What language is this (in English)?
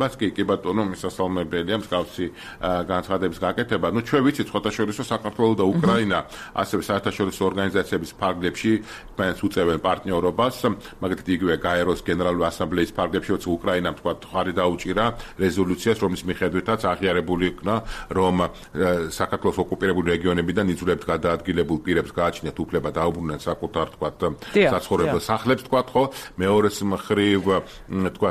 Georgian